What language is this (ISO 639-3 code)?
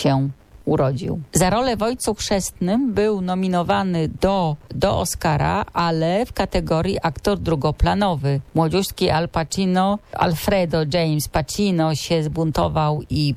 pol